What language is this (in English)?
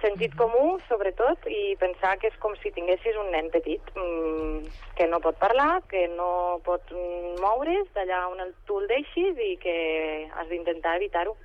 Catalan